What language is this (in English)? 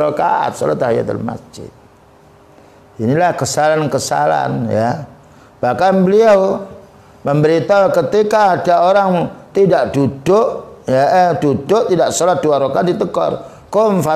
Indonesian